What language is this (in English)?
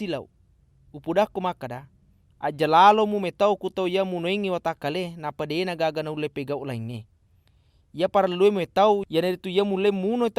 Buginese